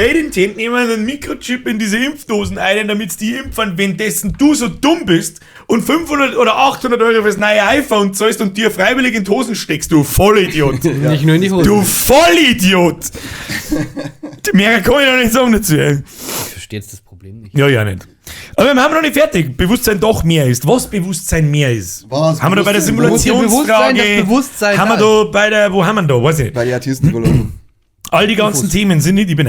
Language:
Bavarian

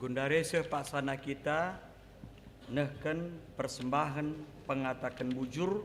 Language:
Batak Karo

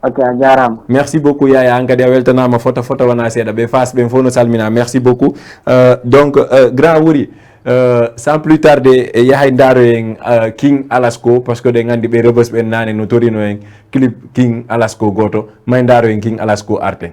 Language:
Fula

